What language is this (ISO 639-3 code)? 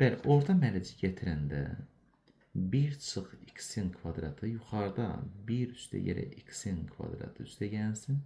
aze